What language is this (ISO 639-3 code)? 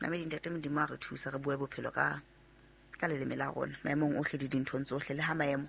sot